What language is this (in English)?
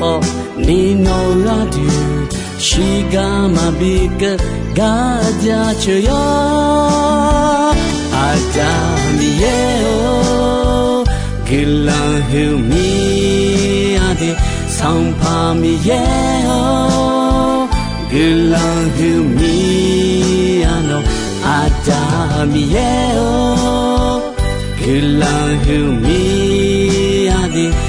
Akha